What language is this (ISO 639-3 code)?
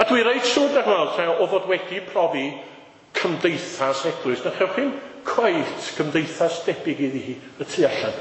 cym